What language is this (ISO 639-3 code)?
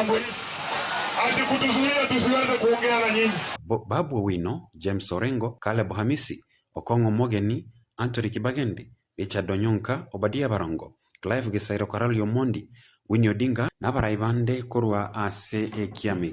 guz